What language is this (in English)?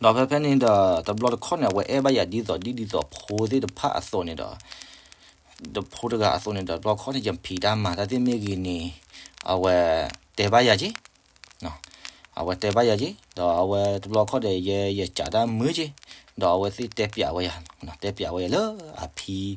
S'gaw Karen